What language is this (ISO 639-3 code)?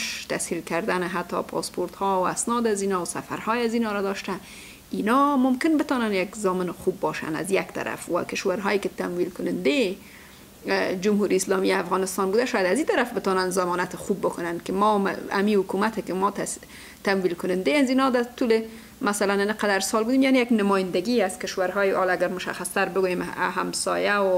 fas